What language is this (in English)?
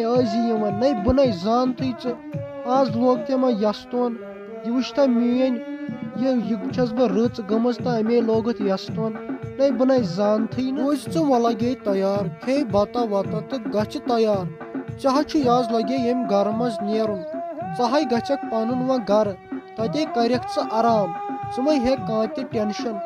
Kashmiri